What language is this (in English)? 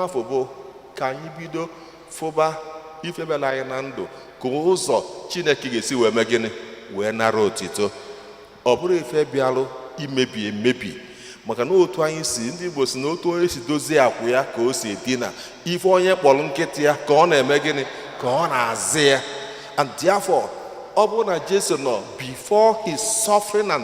Igbo